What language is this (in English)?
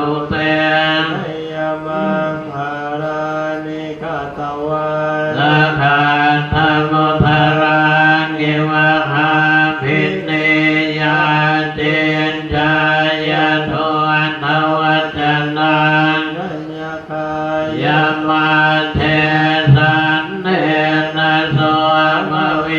Pali